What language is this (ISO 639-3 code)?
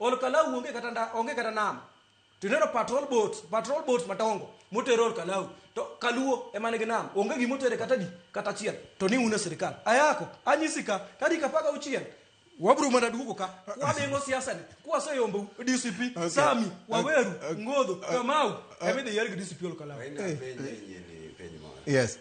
luo